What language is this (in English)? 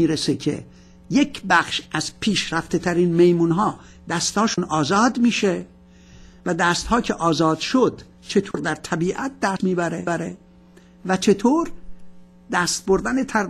Persian